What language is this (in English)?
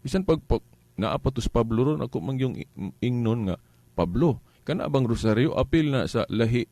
Cebuano